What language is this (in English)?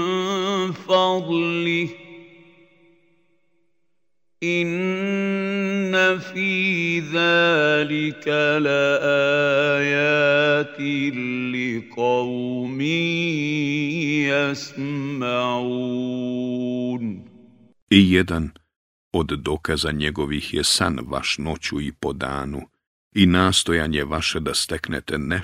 Bosnian